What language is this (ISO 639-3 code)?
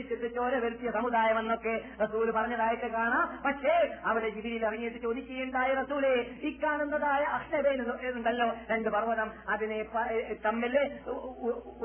mal